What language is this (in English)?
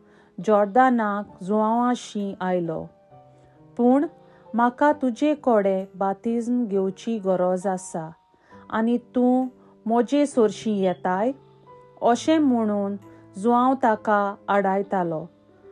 Konkani